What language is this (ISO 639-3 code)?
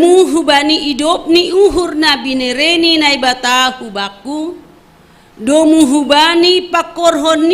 bts